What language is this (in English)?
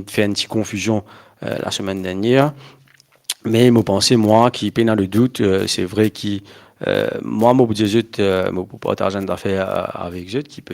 Morisyen